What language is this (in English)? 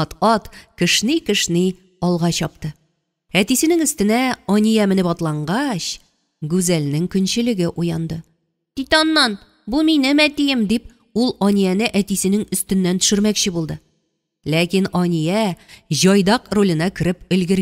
Tatar